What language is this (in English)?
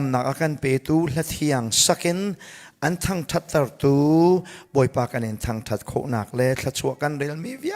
Hakha Chin